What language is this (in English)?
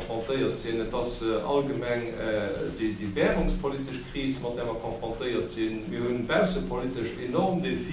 Luxembourgish